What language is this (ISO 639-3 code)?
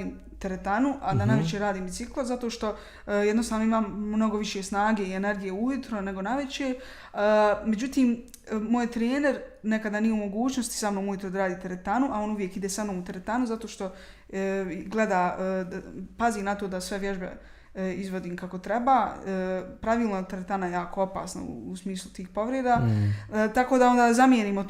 bos